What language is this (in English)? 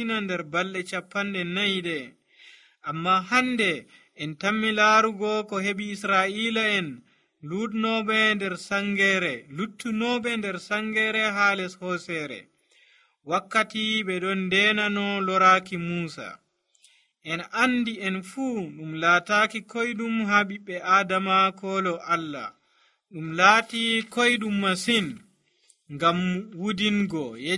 Nigerian Fulfulde